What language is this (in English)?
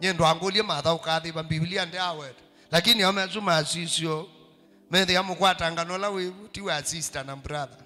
Kamba